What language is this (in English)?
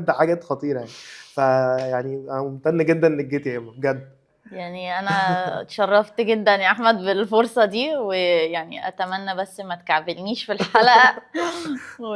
Egyptian Arabic